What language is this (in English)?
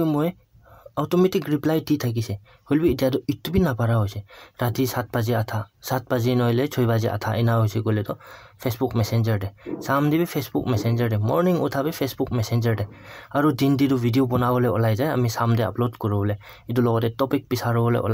Naga Pidgin